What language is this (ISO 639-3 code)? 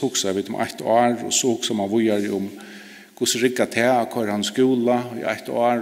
fao